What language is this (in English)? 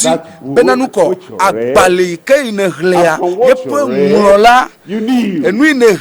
Ewe